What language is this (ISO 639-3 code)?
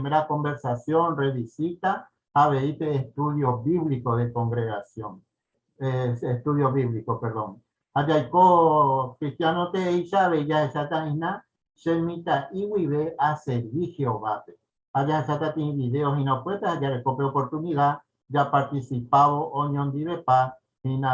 grn